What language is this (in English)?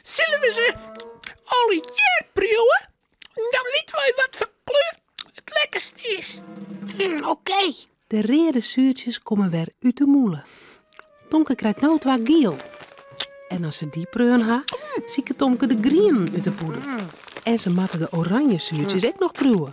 Western Frisian